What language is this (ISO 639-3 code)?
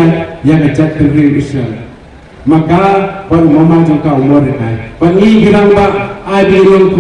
kha